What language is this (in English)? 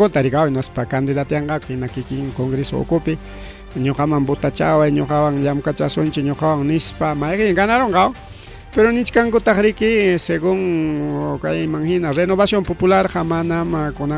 Ayacucho Quechua